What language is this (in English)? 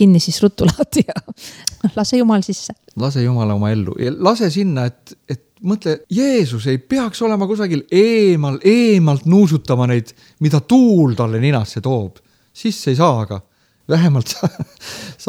Estonian